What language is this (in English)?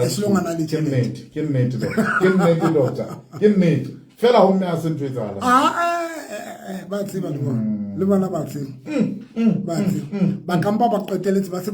Southern Sotho